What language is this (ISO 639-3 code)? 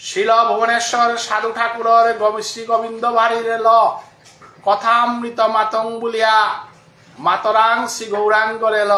bpy